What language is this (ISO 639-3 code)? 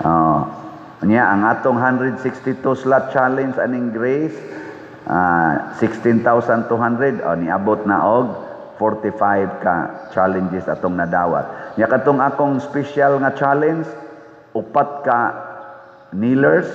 ceb